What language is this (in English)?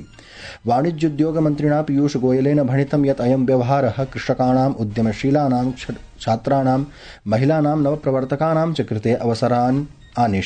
Sanskrit